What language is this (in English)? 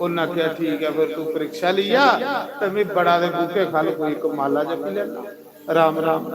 Dogri